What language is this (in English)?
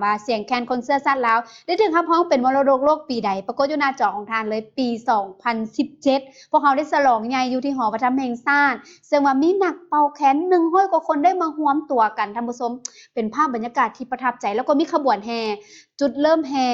Lao